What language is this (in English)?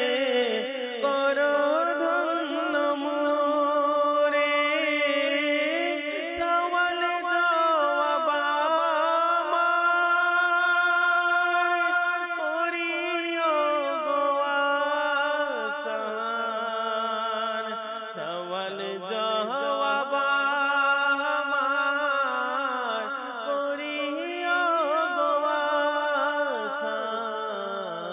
Bangla